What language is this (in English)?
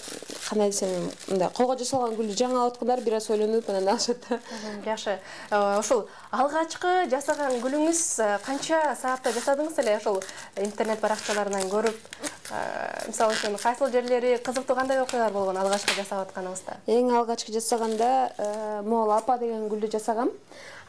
Kyrgyz